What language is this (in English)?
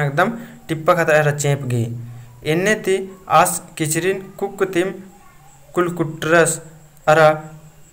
Kurukh